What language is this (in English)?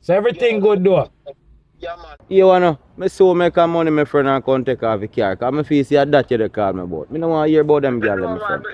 Jamaican Creole English